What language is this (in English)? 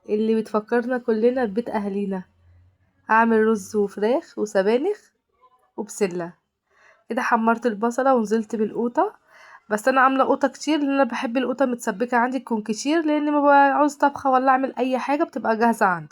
Egyptian Arabic